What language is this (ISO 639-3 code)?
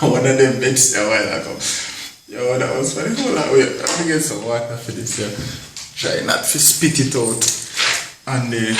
jam